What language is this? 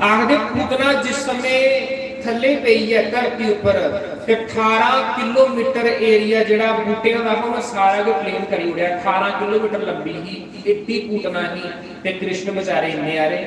Dogri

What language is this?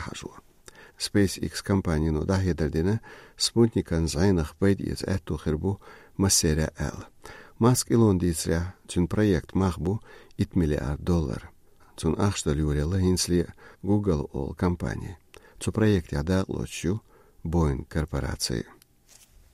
Chechen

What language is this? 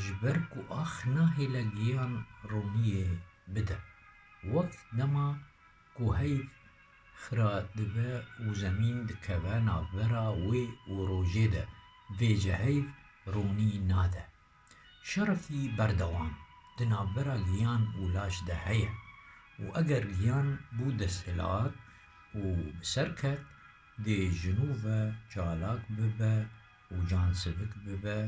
Kurdish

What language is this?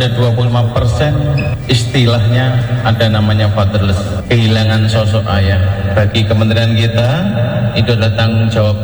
Indonesian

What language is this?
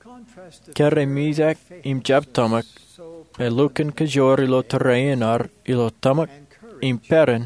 Marshallese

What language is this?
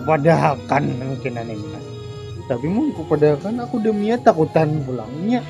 Banjar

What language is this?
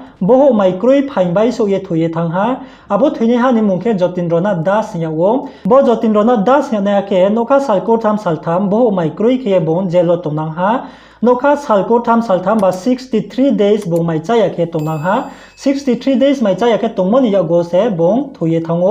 Riang (India)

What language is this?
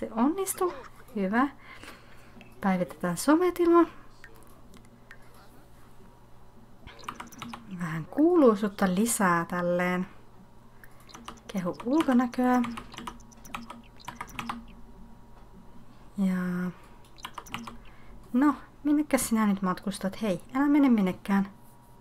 Finnish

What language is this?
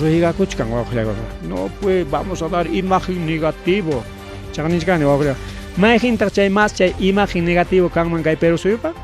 Ayacucho Quechua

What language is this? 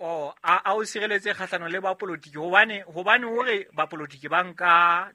Southern Sotho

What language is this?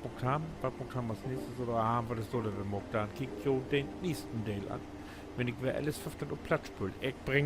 Low German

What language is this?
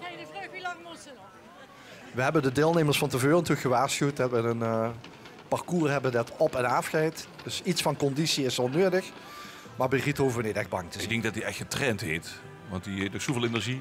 Limburgish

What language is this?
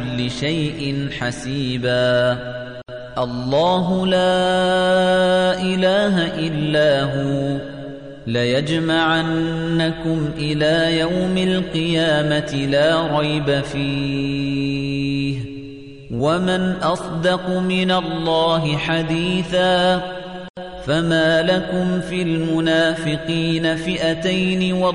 Arabic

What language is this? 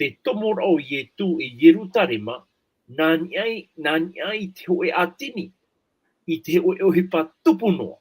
Tahitian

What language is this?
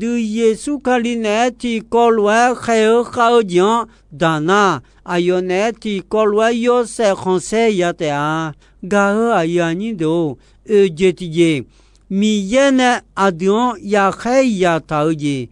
Akha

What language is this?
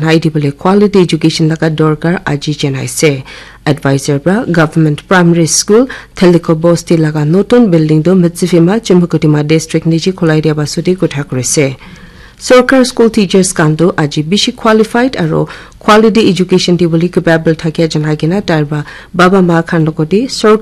Naga Pidgin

